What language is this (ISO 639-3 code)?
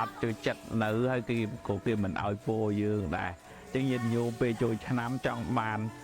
khm